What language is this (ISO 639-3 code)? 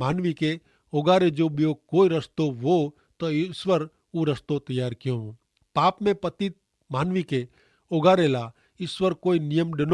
kfr